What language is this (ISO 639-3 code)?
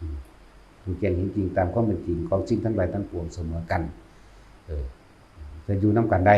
lao